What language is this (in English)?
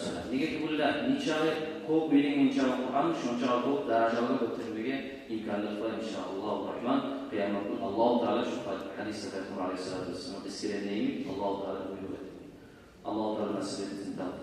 Kumyk